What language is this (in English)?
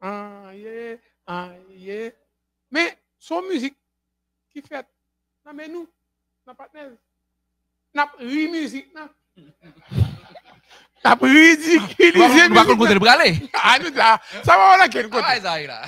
Haitian Creole